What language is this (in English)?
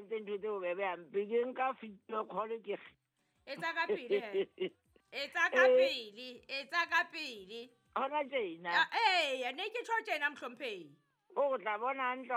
Southern Sotho